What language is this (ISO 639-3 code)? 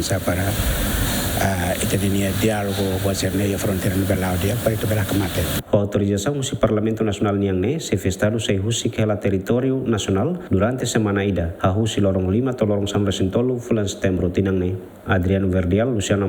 tet